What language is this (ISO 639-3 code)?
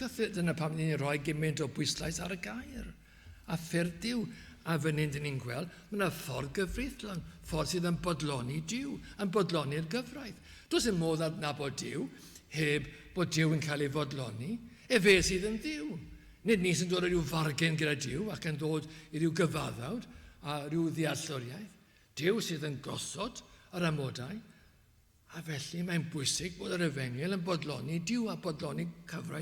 cym